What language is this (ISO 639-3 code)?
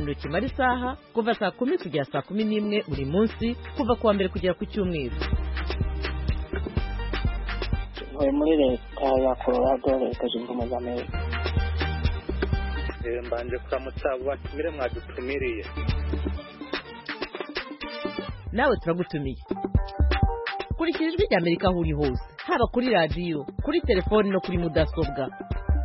kin